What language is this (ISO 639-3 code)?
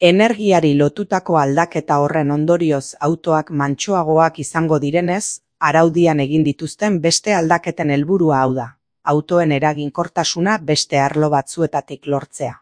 eus